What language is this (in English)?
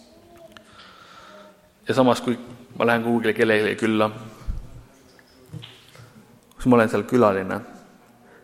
Estonian